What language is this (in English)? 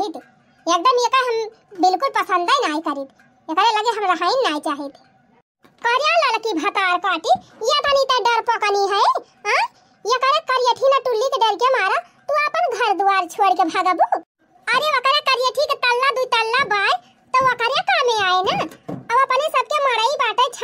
Awadhi